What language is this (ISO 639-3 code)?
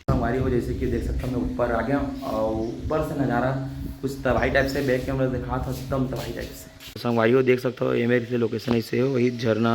hne